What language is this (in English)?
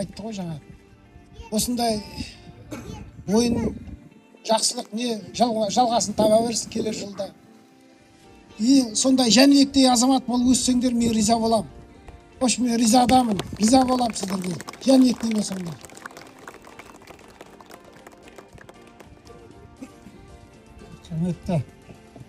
Kazakh